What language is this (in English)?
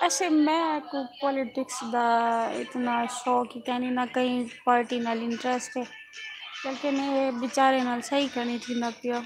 Saraiki